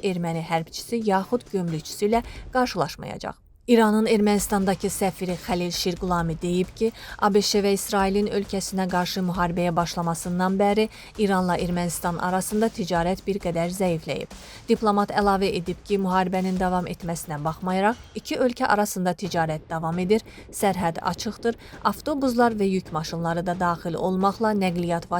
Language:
Azerbaijani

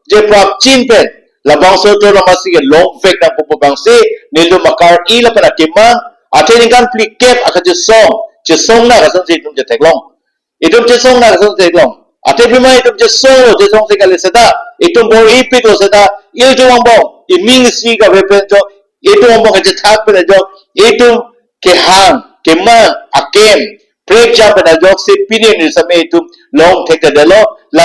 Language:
Karbi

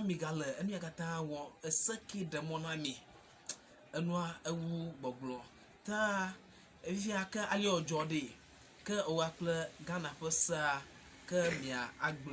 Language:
Ewe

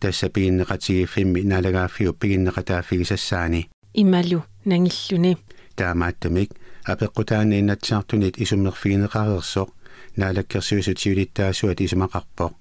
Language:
Kalaallisut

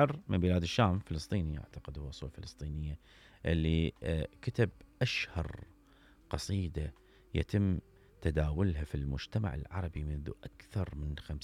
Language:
Mesopotamian Arabic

